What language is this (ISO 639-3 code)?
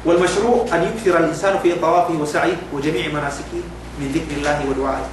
yka